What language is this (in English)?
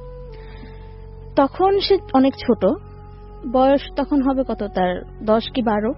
Bangla